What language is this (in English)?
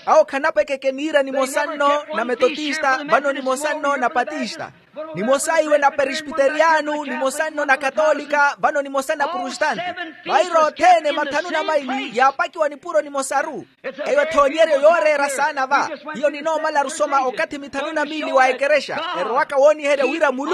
Makhuwa